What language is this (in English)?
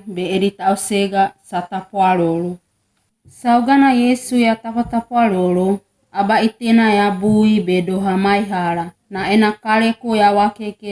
Wagawaga